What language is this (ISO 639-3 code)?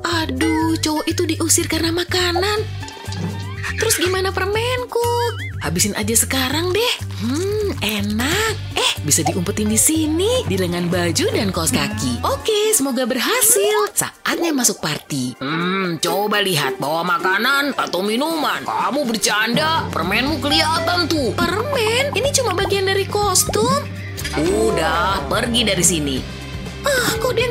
ind